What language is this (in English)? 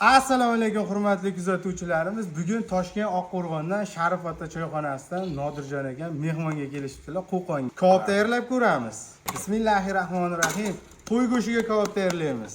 Uzbek